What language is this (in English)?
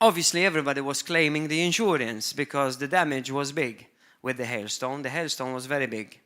English